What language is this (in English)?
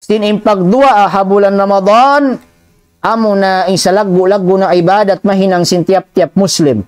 Tausug